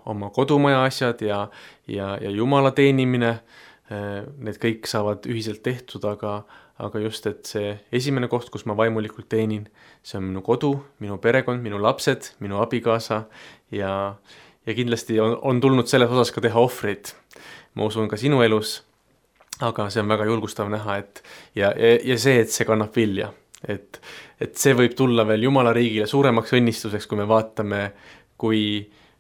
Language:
Estonian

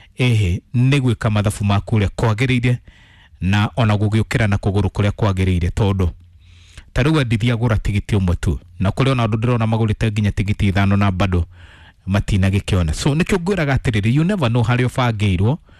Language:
Kikuyu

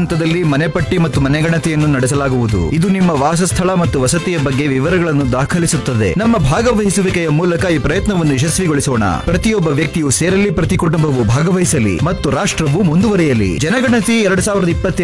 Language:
Kannada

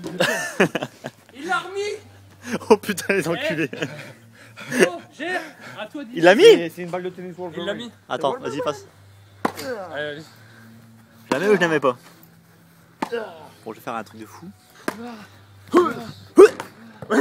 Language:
French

